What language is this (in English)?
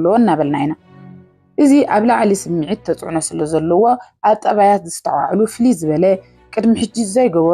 Tigrinya